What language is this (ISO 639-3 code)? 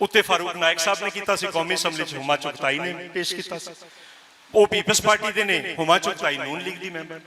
lah